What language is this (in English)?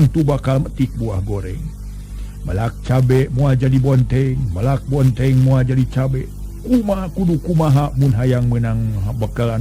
Sundanese